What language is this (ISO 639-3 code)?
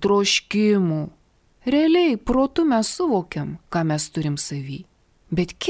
lit